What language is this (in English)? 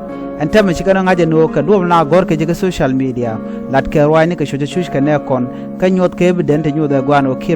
Nuer